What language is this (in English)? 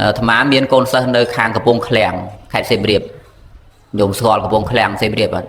Khmer